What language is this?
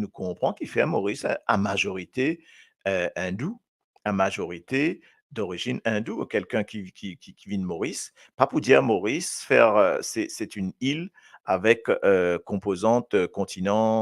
Morisyen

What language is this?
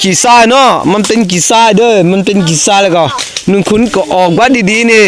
Lahu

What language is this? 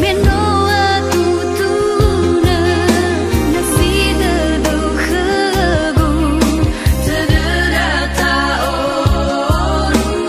Nias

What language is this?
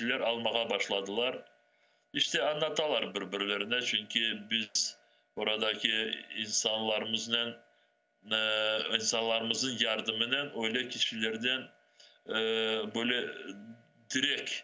Crimean Tatar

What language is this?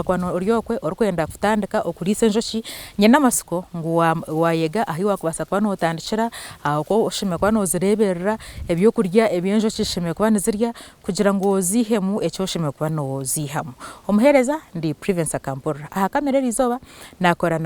Nyankole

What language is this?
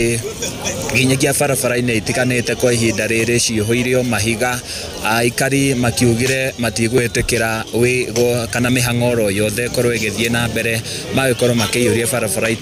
Kikuyu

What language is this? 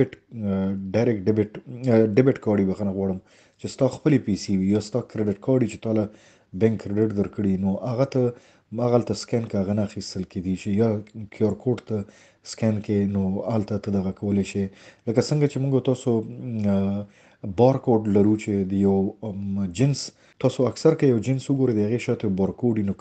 Pashto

